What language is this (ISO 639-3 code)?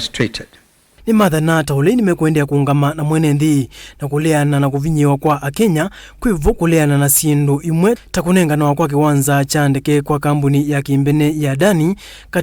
kam